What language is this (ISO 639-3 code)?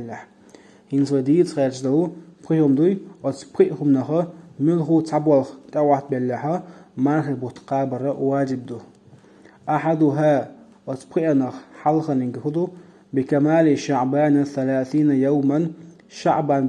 che